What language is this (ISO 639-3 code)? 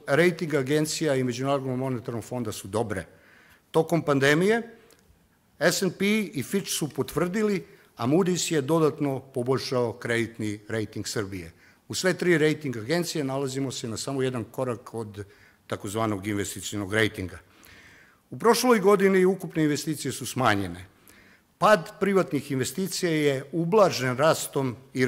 srp